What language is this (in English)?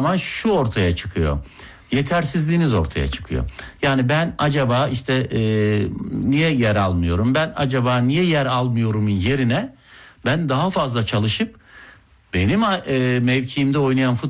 Turkish